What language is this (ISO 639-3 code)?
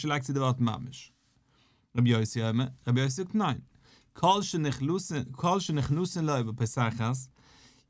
yid